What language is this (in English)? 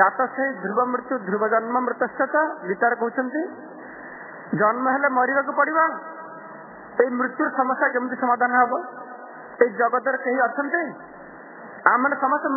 Odia